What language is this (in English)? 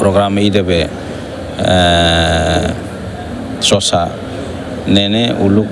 Tetum